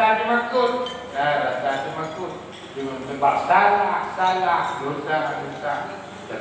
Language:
Achinese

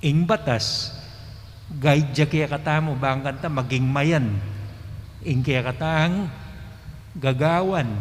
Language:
Pampanga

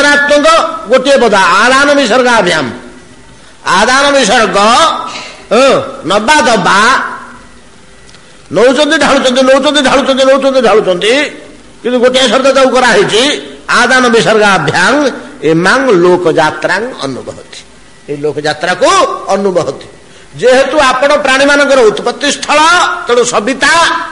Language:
Odia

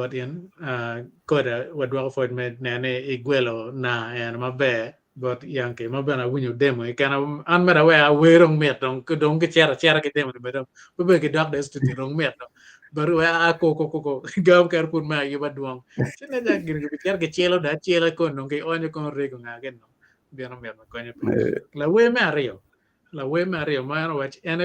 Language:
Acoli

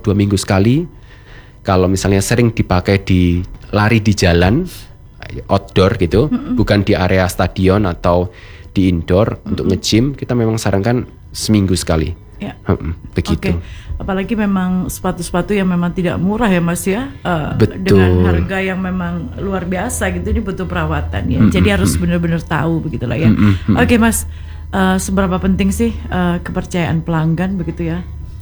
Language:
Indonesian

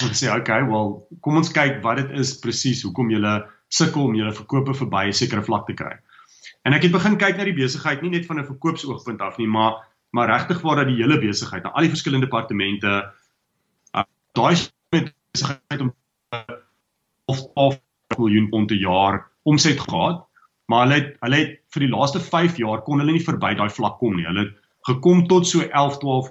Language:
Afrikaans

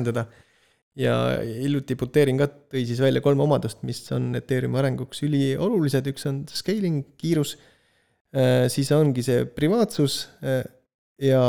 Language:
Estonian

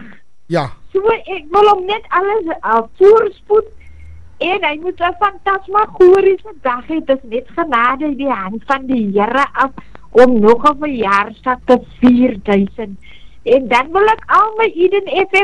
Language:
Afrikaans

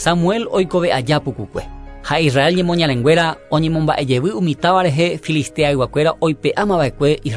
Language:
Guarani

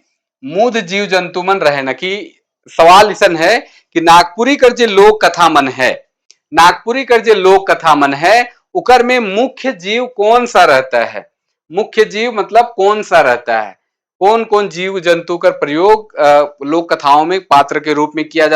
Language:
Sadri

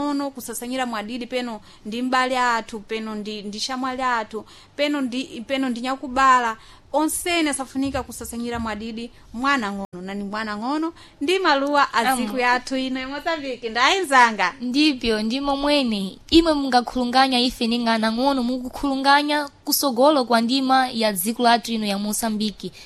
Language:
Sena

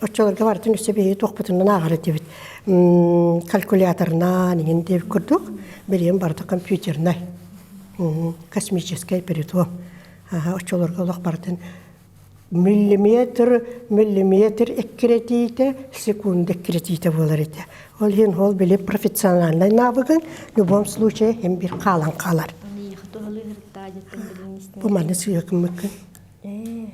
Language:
Yakut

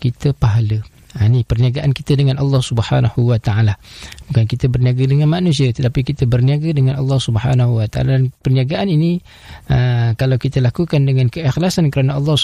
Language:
Malay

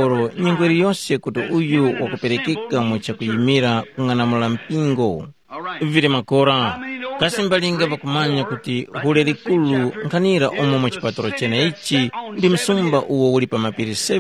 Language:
Tumbuka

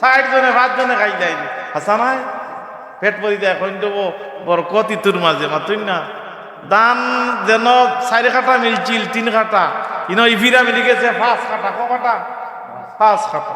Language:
Sylheti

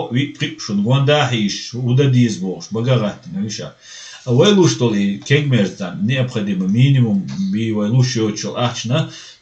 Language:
Chechen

